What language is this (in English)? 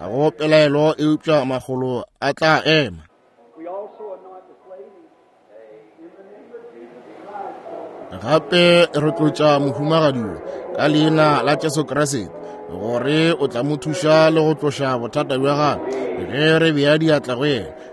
Northern Sotho